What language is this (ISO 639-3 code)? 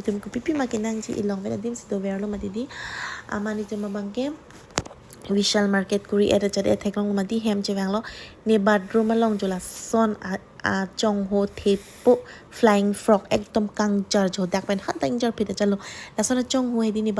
mjw